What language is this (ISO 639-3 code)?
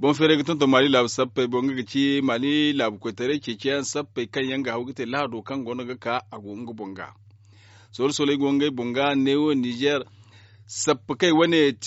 dje